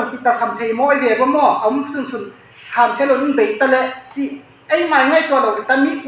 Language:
Tedim Chin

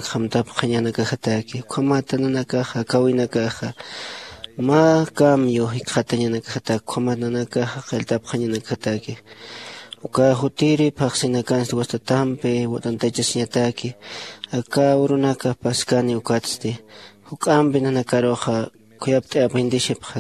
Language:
Aymara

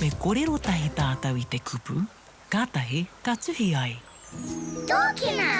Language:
Māori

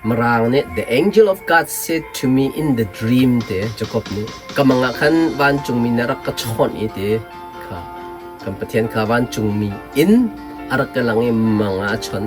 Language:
Hakha Chin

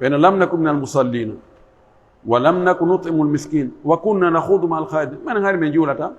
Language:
Pular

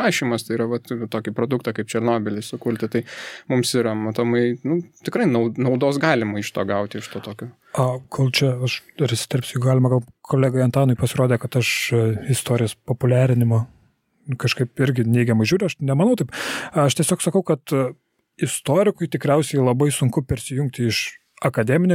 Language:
Lithuanian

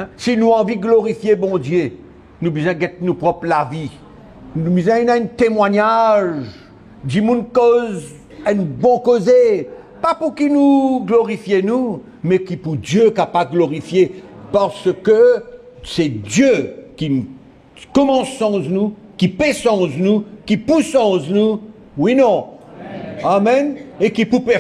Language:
Morisyen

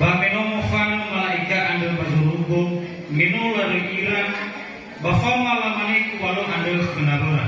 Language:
Nias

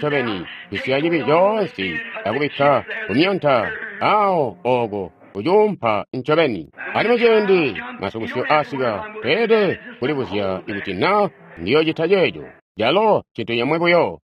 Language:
Tonga (Zambia)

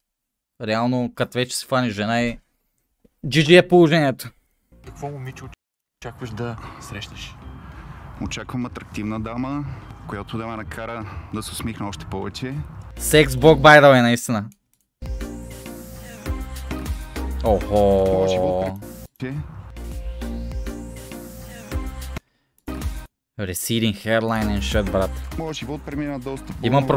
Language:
Bulgarian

